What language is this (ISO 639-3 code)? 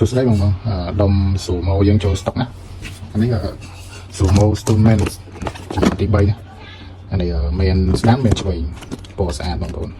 khm